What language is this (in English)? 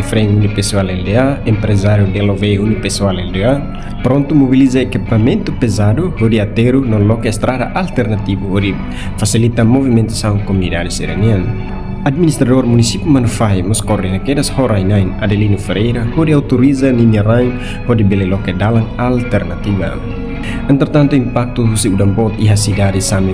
Tetum